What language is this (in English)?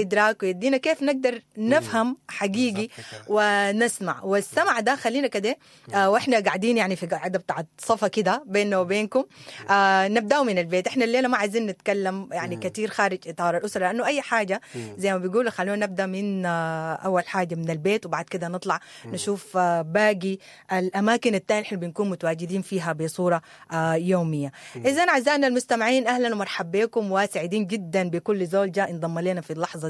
Sudanese Arabic